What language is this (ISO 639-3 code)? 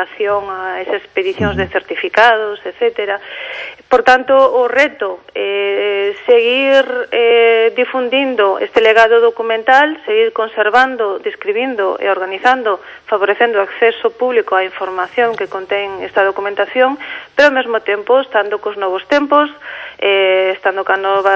glg